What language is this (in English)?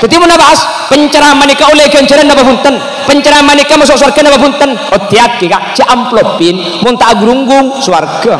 Madurese